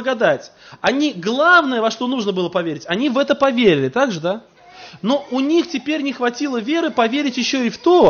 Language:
Russian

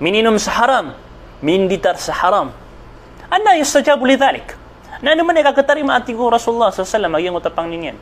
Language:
Maranao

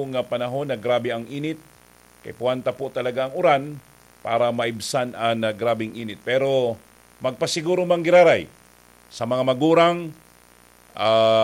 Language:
Bikol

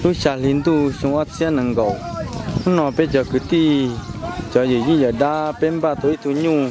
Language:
Hmong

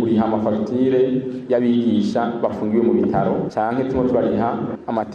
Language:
Rundi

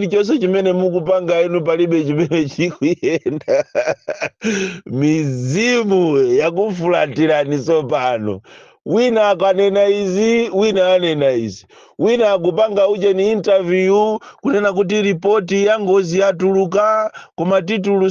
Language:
Nyanja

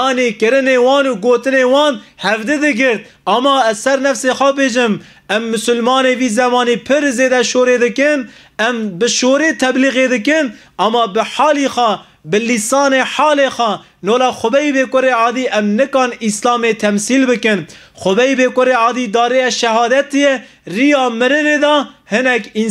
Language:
Kurdish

